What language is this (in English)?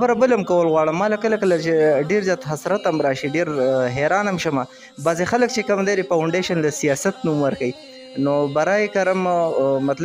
Pashto